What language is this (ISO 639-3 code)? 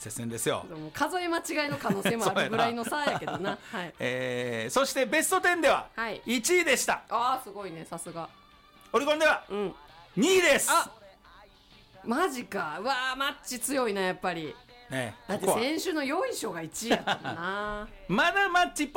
jpn